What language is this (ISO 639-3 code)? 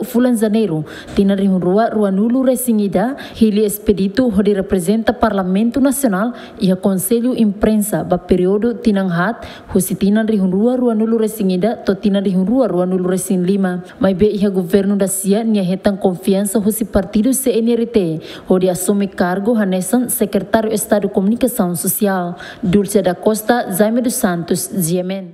tet